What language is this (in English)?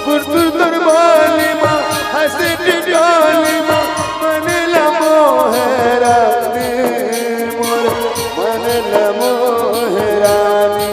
Chhattisgarhi